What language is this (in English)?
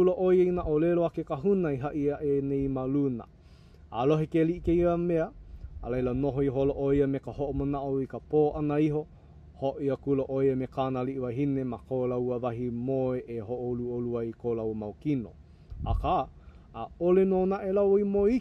Hawaiian